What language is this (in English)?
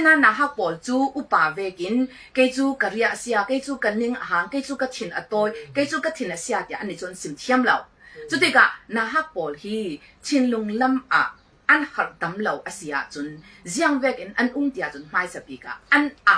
Falam Chin